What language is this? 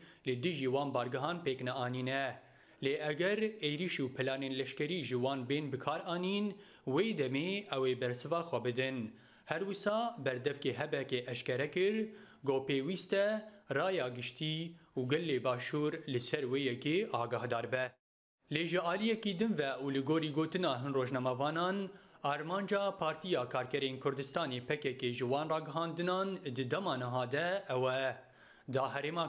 Kurdish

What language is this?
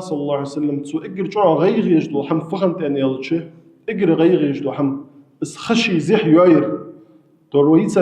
Ingush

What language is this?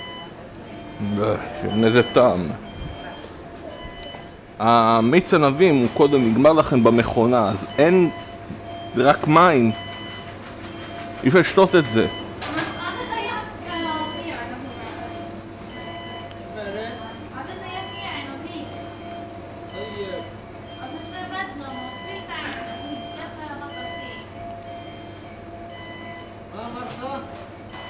Hebrew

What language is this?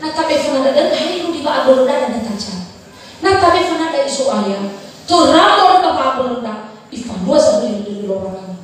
Nias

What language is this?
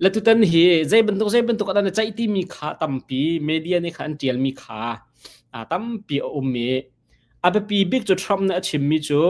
Hakha Chin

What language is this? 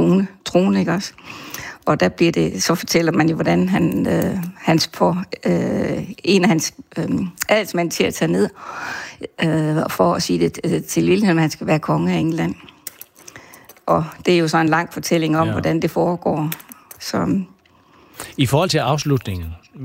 Danish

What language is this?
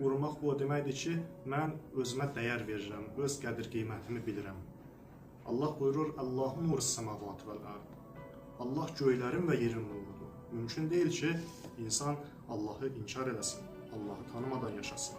Azerbaijani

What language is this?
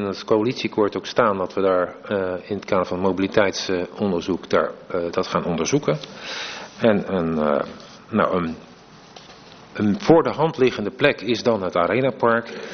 Dutch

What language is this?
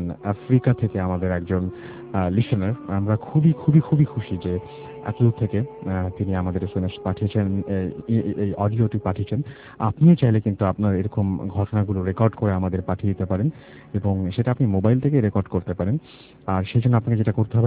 Bangla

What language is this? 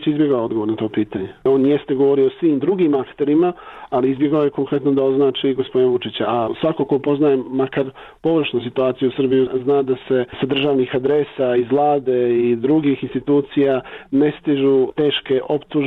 Serbian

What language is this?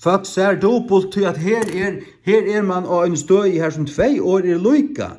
Faroese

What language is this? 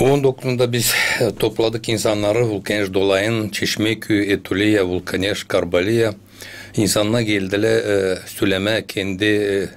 Gagauz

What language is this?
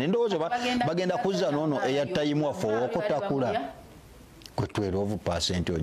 Ganda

